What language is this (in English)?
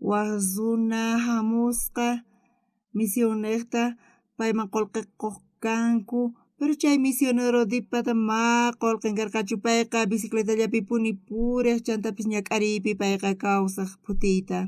South Bolivian Quechua